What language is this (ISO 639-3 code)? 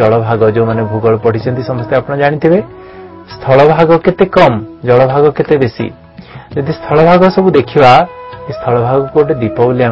ori